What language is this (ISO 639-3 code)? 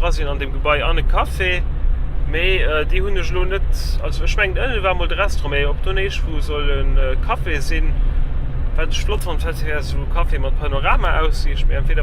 ltz